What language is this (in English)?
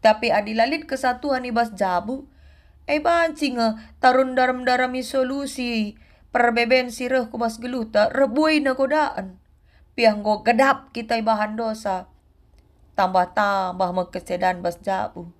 Batak Karo